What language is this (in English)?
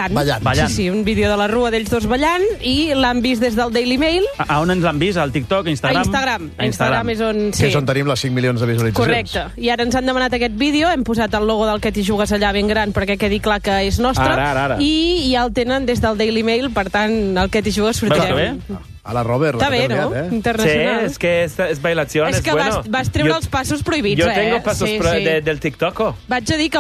Catalan